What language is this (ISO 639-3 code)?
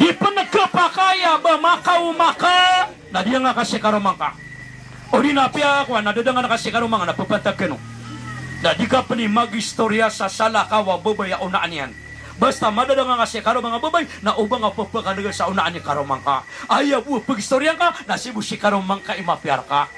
mrw